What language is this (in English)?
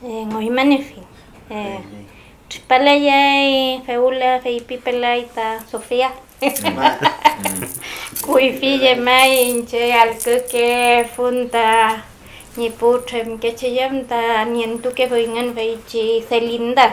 Mapuche